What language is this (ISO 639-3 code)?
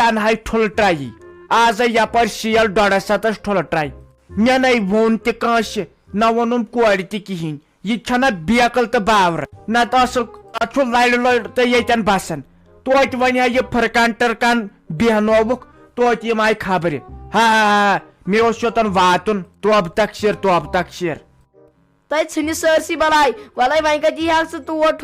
kas